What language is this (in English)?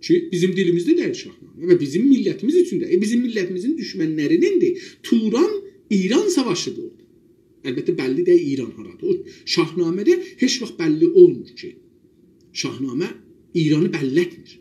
South Azerbaijani